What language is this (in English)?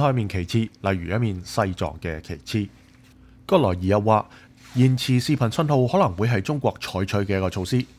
Cantonese